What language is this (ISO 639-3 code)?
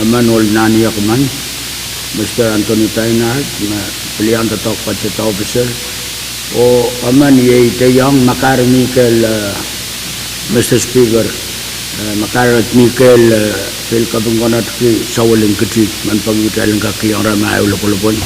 pon